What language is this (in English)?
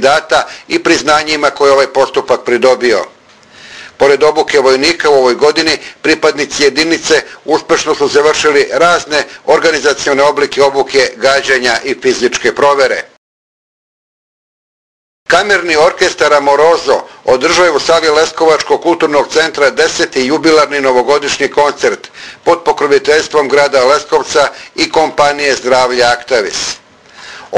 Serbian